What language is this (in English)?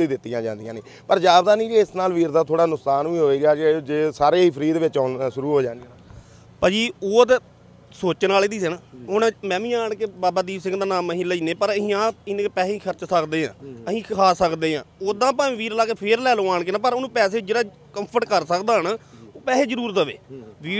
Punjabi